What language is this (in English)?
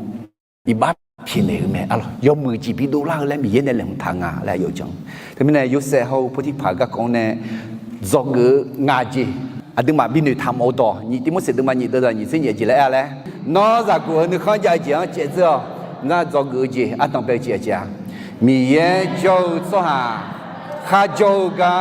Akha